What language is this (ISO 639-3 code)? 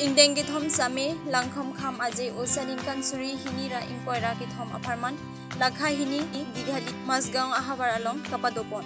mjw